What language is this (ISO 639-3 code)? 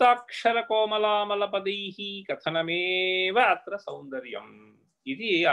san